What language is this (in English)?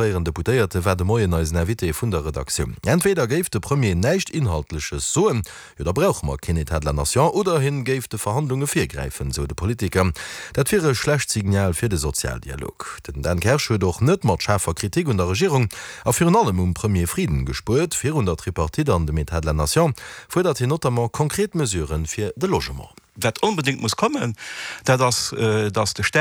Luxembourgish